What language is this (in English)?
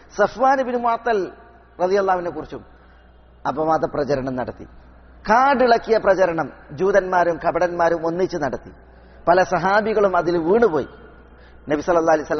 Malayalam